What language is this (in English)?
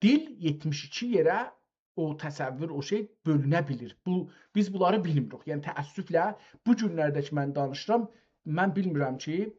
South Azerbaijani